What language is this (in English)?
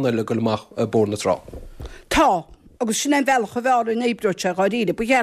Irish